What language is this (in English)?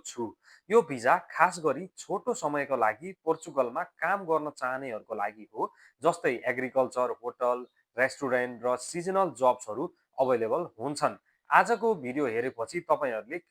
Nepali